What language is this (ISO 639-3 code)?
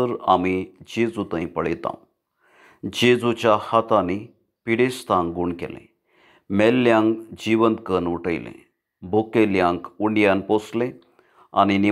kok